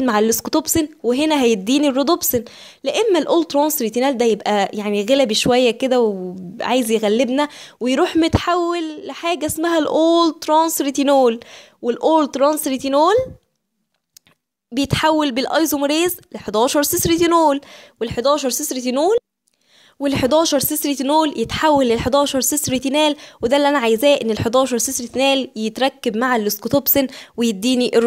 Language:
Egyptian Arabic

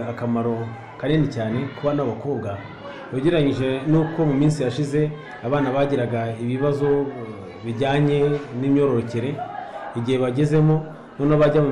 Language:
Kinyarwanda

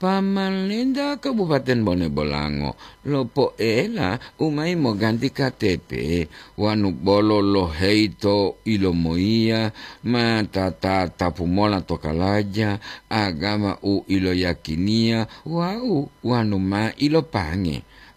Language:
Gorontalo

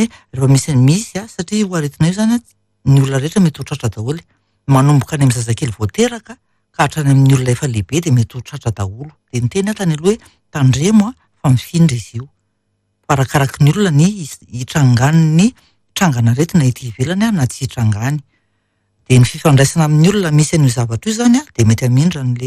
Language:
Malagasy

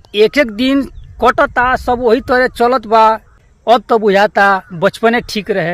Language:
Bhojpuri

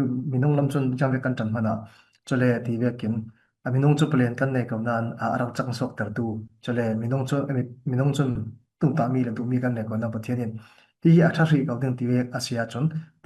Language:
Falam Chin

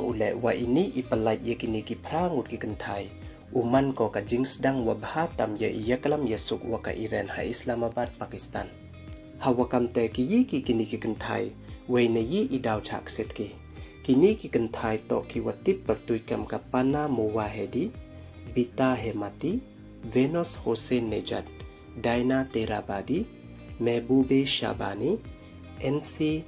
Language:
Pnar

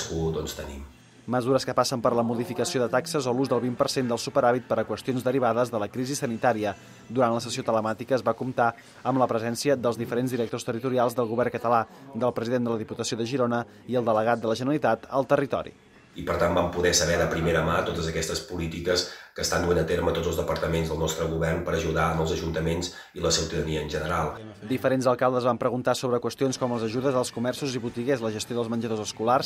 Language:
Catalan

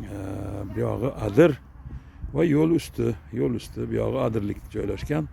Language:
Uzbek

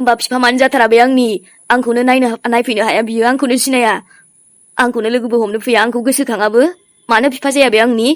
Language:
Bodo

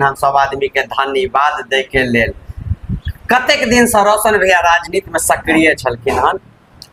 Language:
Maithili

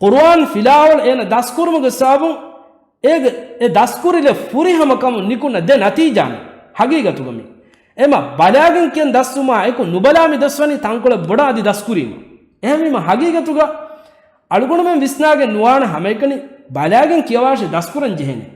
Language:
Divehi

